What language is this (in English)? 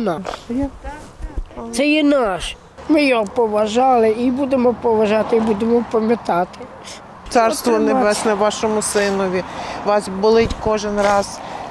Ukrainian